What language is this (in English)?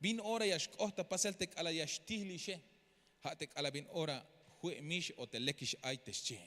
Tzeltal